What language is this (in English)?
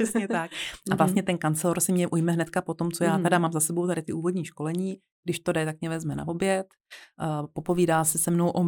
Czech